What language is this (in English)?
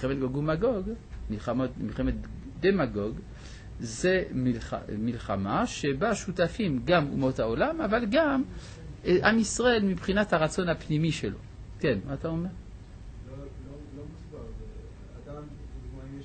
Hebrew